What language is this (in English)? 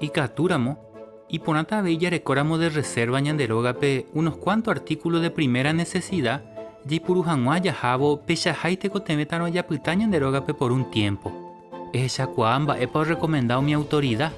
Guarani